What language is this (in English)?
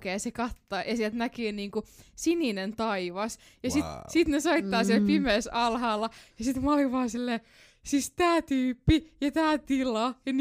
Finnish